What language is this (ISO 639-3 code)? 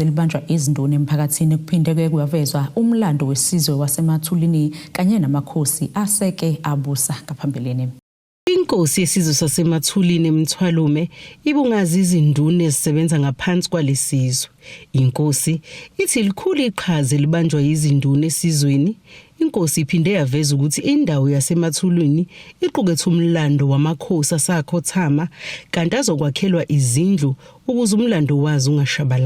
zul